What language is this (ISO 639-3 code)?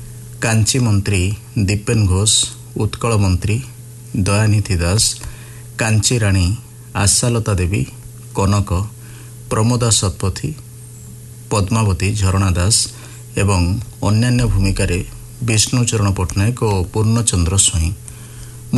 ori